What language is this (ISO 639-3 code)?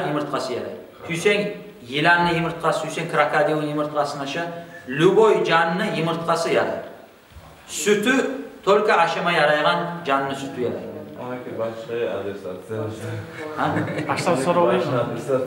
kum